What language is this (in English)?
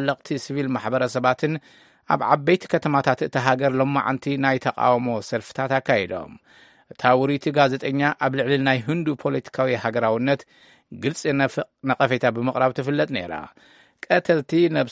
Tigrinya